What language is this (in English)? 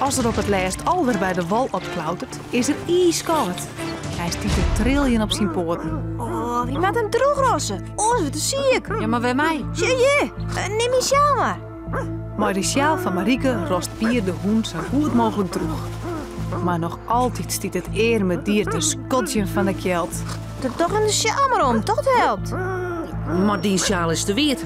Western Frisian